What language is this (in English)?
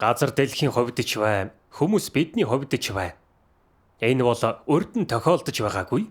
Mongolian